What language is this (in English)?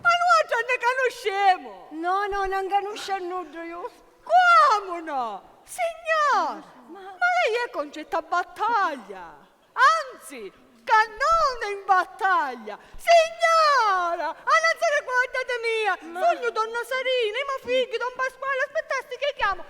Sicilian